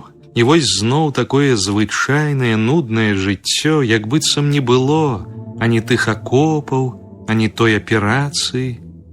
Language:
Belarusian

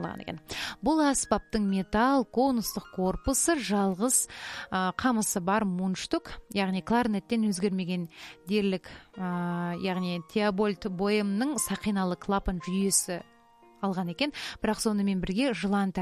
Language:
Kazakh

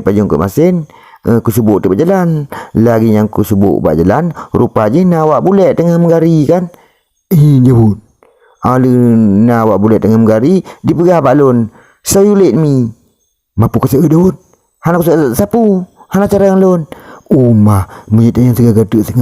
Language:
Achinese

